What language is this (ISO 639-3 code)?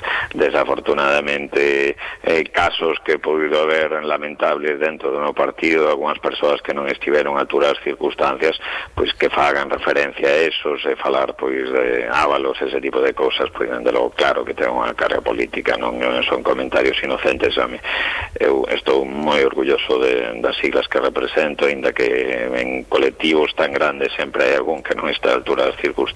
glg